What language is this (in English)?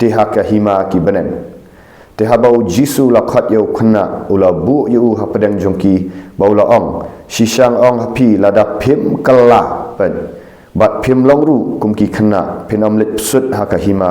Khasi